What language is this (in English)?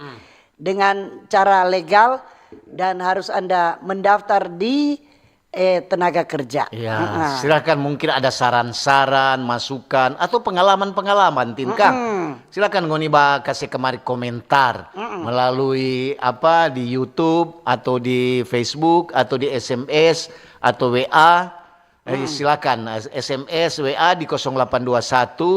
Manado Malay